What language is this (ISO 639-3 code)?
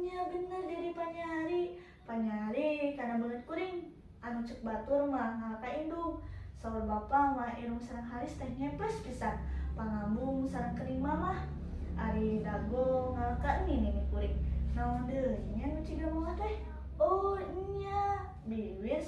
sun